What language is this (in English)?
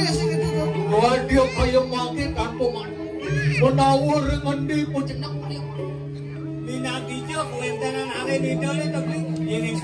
Balinese